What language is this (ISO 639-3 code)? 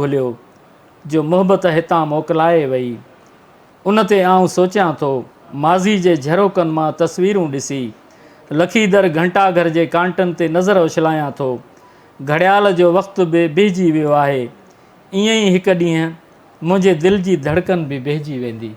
snd